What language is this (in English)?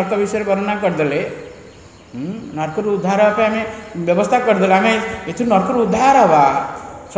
Odia